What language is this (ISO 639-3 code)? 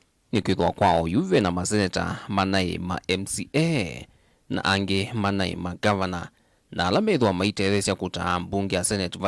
kam